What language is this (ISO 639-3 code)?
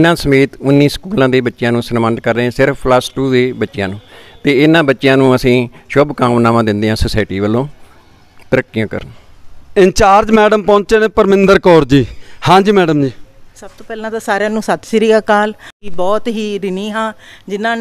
pan